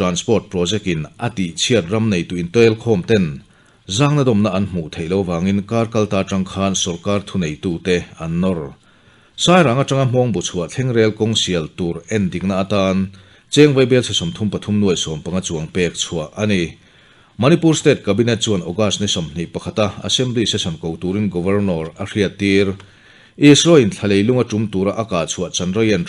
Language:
Mizo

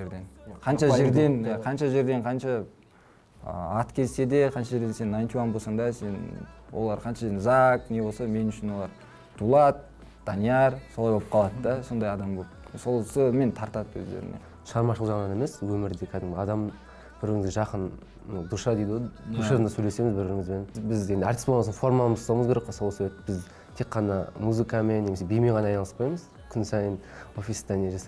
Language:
Kazakh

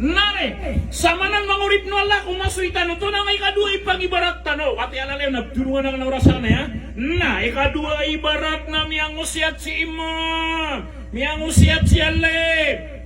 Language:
Maranao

